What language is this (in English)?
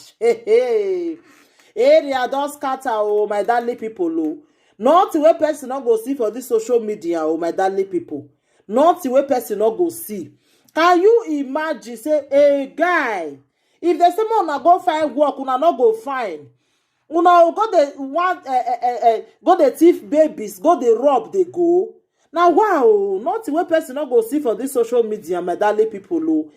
Nigerian Pidgin